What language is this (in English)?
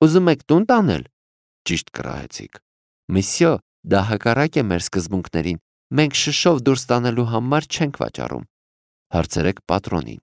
Armenian